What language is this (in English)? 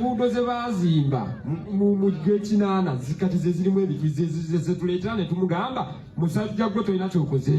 Ganda